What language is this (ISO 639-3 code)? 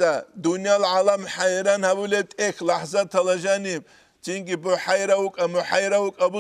ava